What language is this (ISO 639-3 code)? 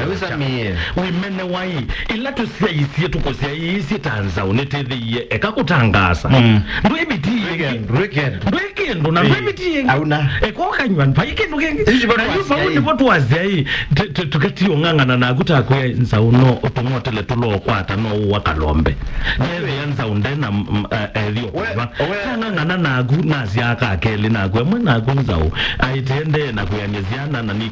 kam